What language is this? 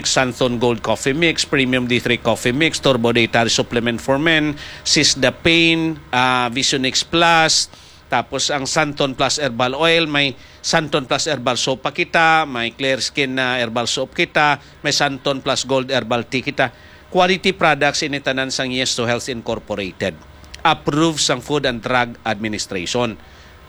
Hiligaynon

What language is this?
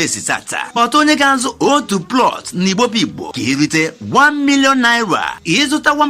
Igbo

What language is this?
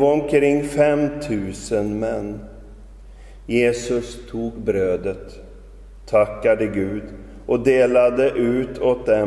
Swedish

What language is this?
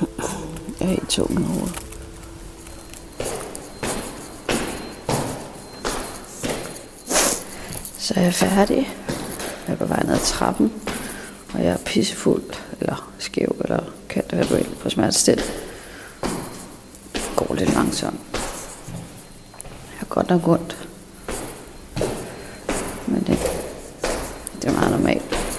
Danish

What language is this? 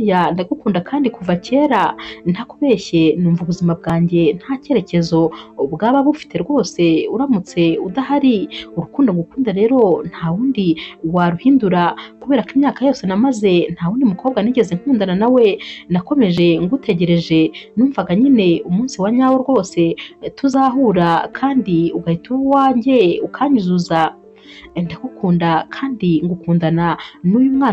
Kinyarwanda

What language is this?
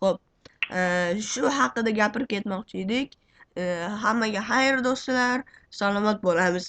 Uzbek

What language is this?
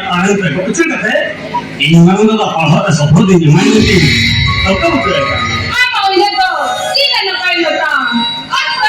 Santali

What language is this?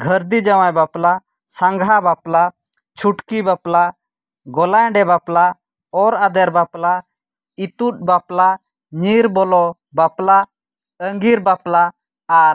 Santali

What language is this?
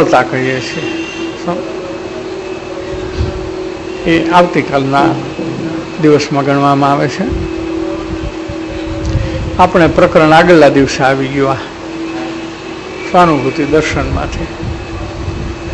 Gujarati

